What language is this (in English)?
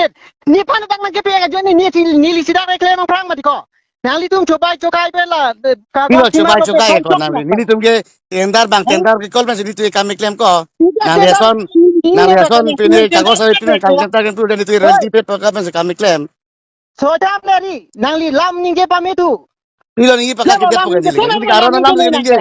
Karbi